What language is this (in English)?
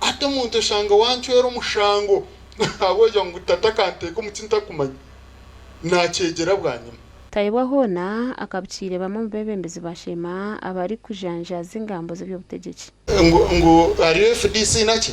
Nyankole